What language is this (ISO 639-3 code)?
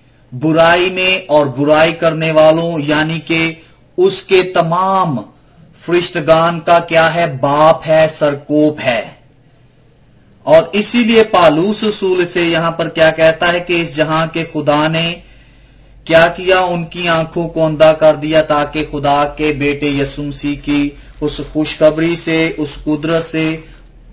urd